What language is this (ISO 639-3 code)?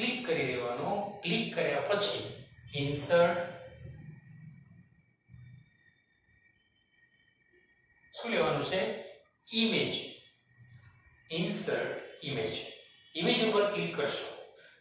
guj